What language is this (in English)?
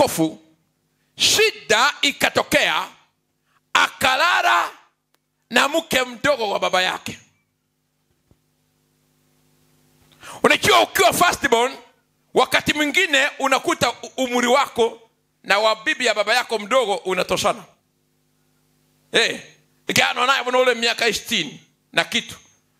Swahili